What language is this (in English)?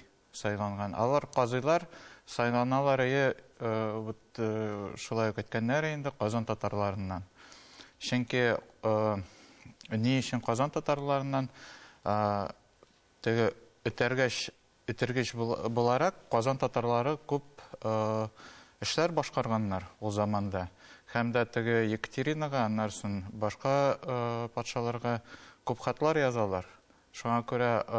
Tatar